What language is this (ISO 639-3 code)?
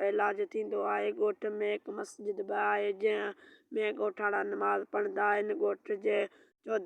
snd